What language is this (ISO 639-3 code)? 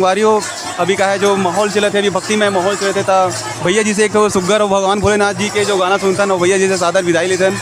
hne